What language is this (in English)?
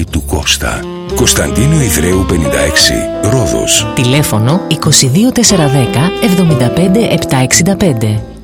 Greek